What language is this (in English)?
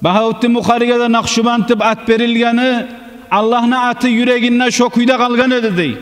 Kumyk